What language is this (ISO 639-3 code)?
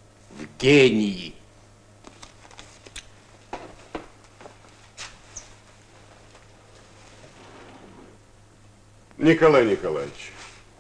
rus